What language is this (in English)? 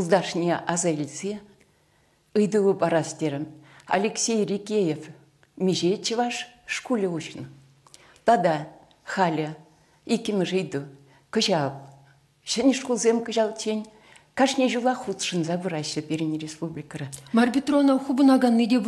Chuvash